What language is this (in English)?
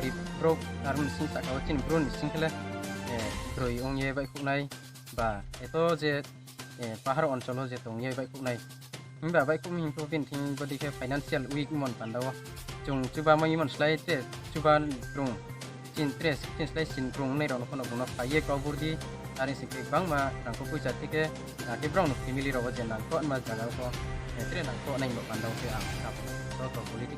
Riang (India)